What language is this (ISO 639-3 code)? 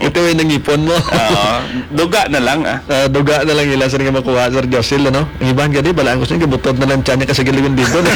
hil